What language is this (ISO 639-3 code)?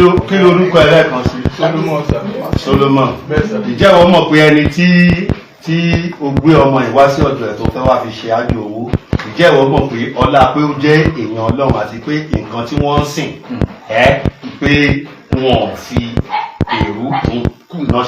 yor